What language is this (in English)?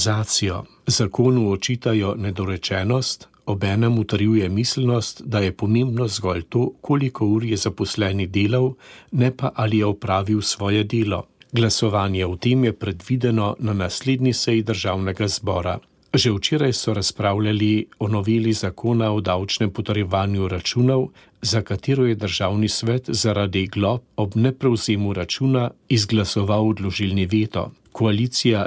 Slovenian